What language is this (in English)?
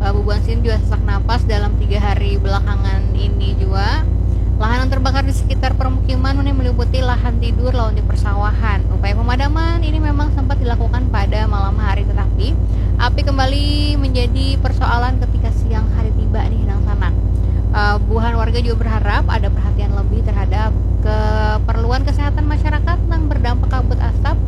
Banjar